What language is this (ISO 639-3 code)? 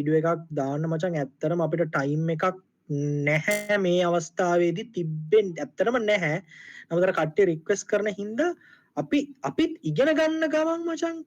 sin